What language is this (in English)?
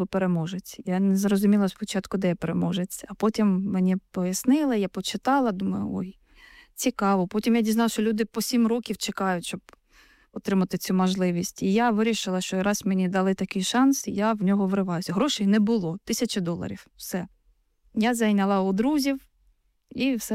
Ukrainian